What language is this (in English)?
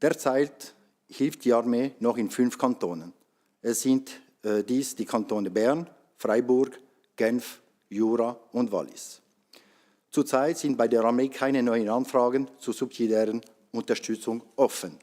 Swiss German